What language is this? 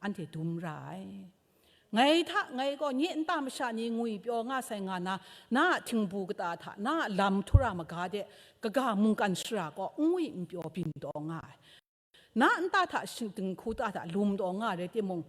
Kachin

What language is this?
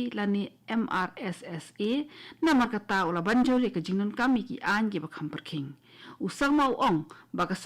Khasi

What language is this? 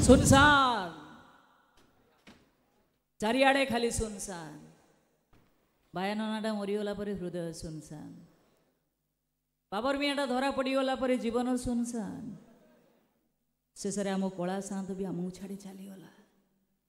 Odia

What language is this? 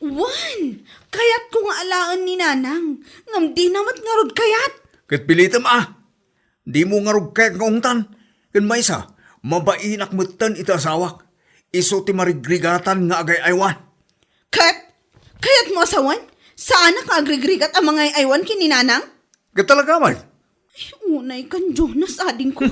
Iloko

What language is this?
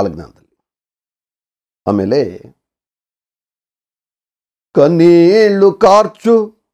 Kannada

